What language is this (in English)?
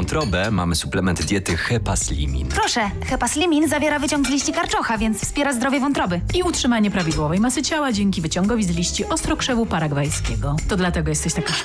Polish